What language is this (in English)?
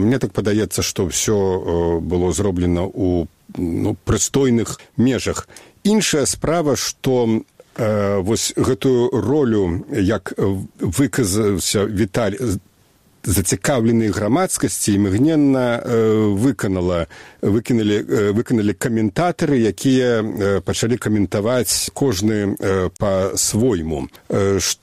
Belarusian